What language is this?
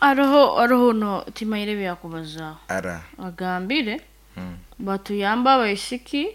Nyoro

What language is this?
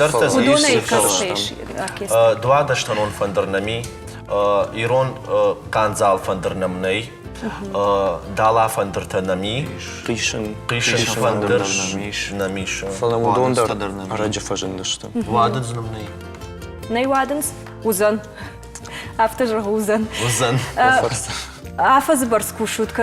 Ossetic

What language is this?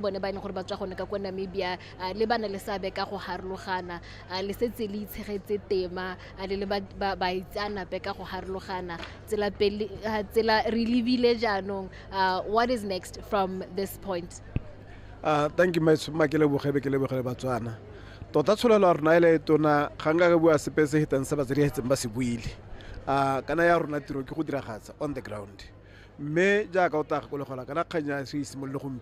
Tswana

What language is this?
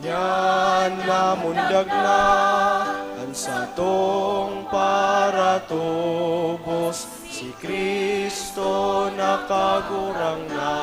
Bikol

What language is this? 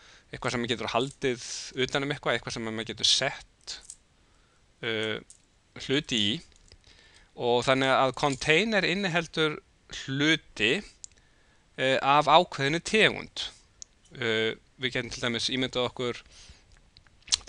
Icelandic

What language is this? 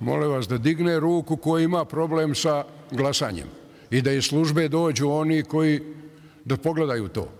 Bosnian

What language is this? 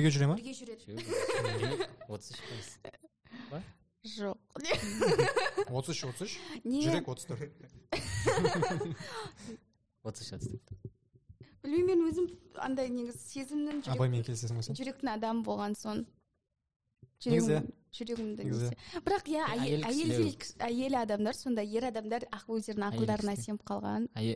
Kazakh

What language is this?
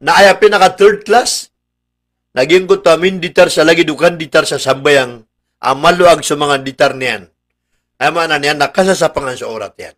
Maranao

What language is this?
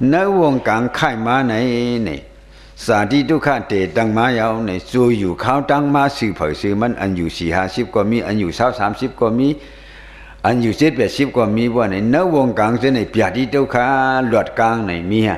Shan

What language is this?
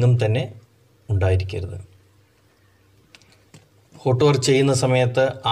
Malayalam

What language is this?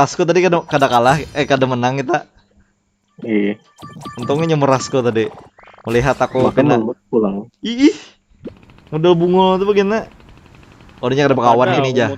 Banjar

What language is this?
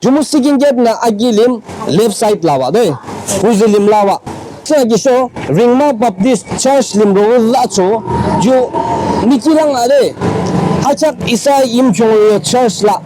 Yimchungru Naga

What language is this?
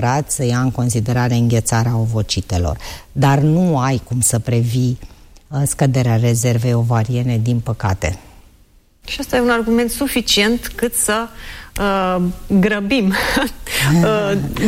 Romanian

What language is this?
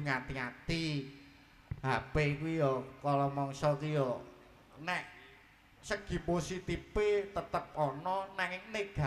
Javanese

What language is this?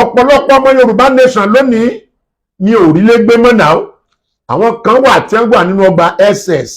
Yoruba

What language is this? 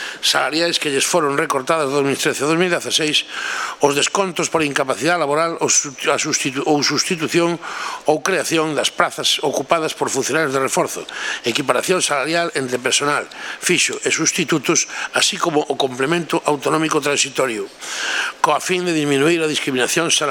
Galician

